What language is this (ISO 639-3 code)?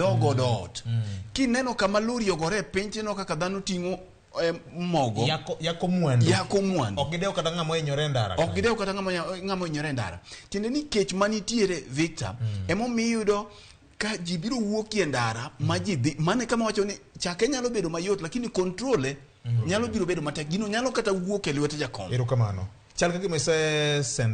luo